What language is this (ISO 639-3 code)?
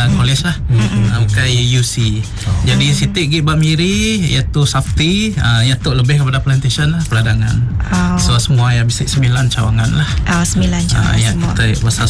msa